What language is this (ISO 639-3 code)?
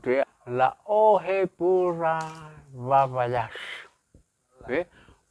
nia